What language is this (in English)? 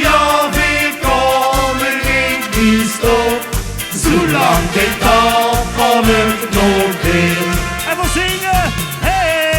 Limburgish